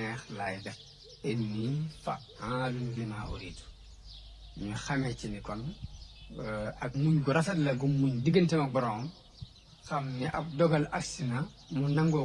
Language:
Wolof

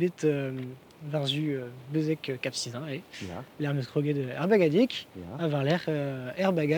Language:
Breton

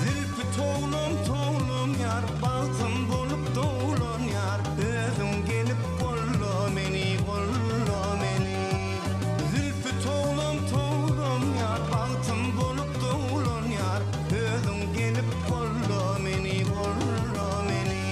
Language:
Turkmen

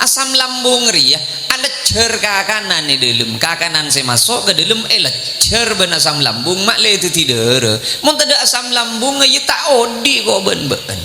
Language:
Madurese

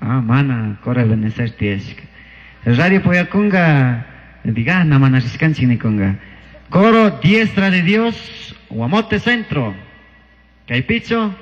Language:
Chimborazo Highland Quichua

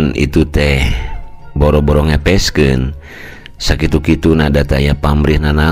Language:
Sundanese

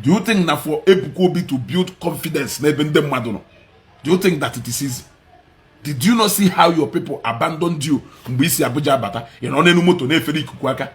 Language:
Igbo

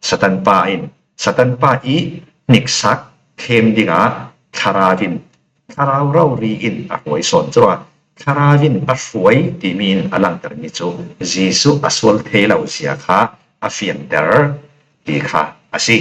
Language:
Falam Chin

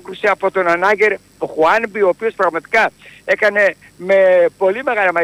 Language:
Greek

